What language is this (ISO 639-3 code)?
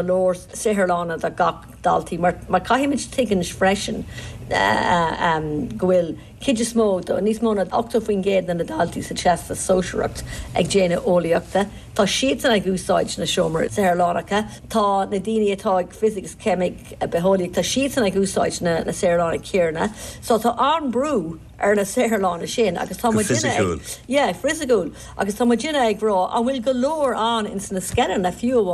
gle